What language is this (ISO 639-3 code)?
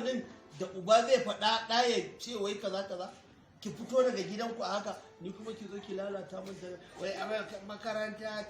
hau